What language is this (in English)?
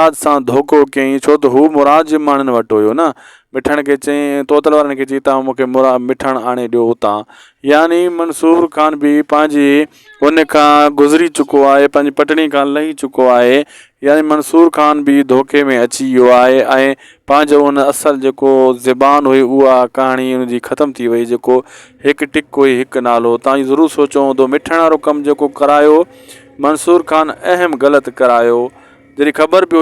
Sindhi